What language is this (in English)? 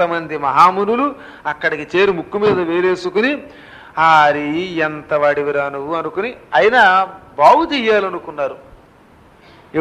Telugu